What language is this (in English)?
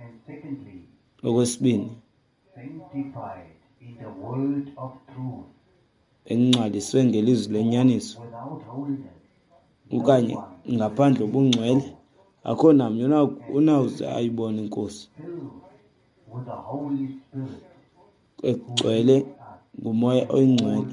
Xhosa